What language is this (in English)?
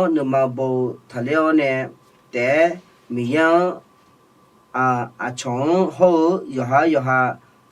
Akha